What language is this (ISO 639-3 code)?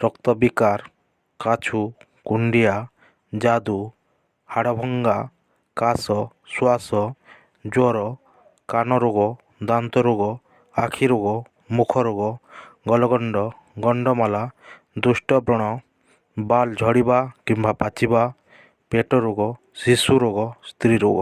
ori